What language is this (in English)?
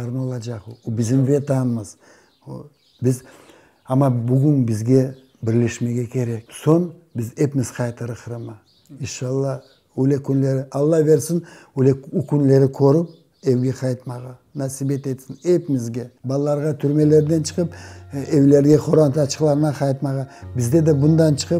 Crimean Tatar